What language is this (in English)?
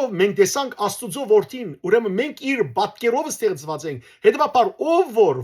Western Armenian